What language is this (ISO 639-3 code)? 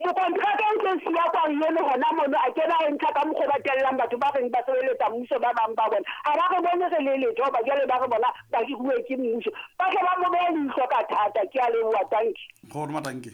sot